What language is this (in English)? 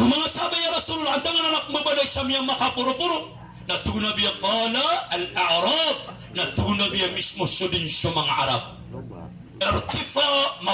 Maranao